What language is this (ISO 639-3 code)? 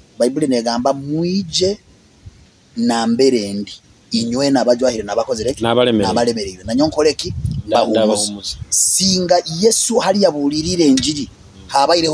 nyo